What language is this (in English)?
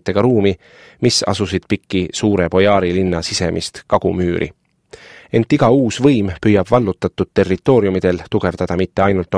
Estonian